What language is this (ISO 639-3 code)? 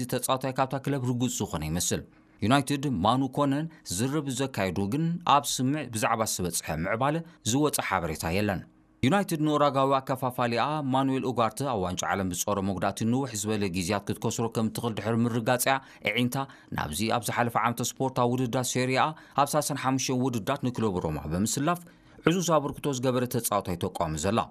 tir